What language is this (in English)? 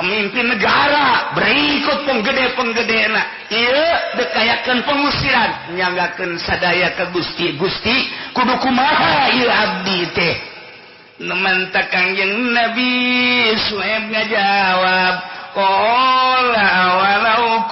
Sundanese